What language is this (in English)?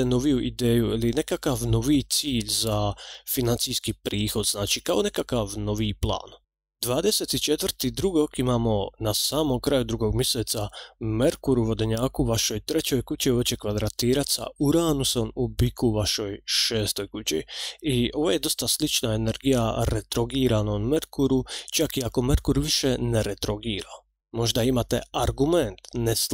Croatian